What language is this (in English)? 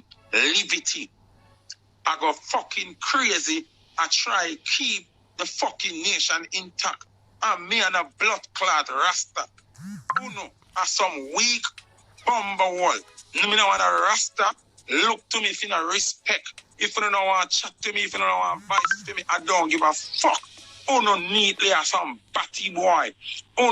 Jamaican Creole English